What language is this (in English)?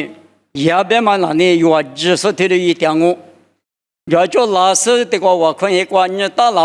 Lisu